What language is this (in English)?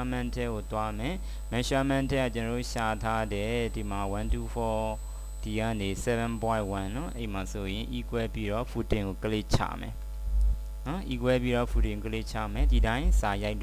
Burmese